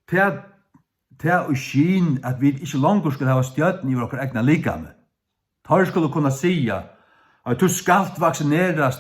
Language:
Faroese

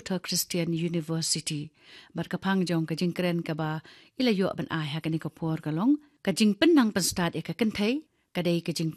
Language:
Khasi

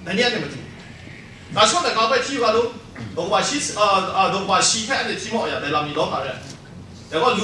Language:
Kachin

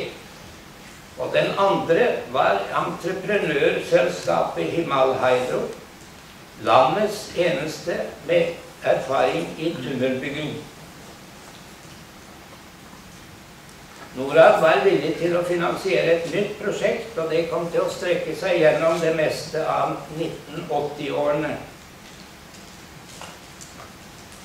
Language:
Norwegian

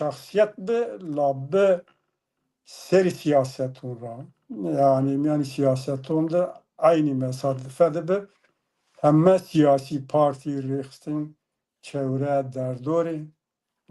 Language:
Zaza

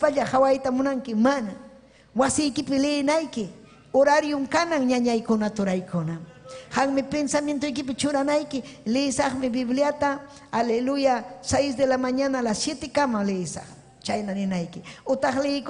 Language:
Ayacucho Quechua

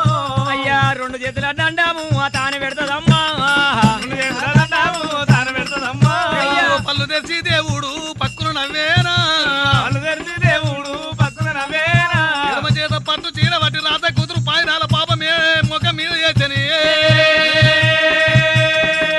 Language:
Telugu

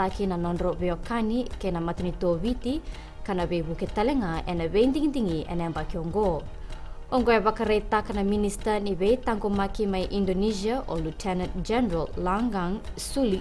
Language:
Fijian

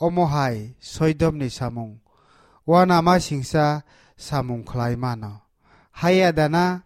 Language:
Kok Borok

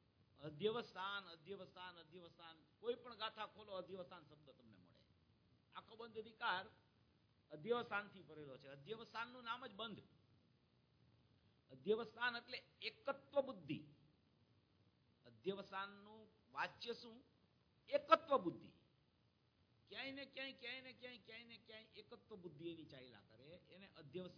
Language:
Gujarati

